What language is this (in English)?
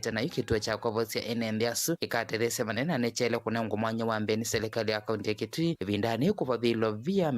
Kamba